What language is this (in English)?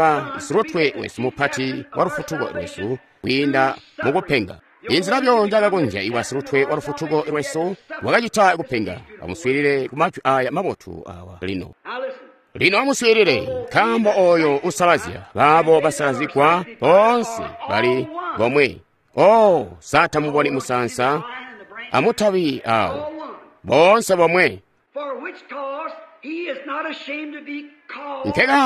Tonga (Zambia)